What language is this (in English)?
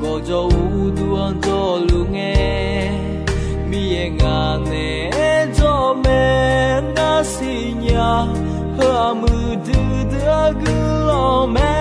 Akha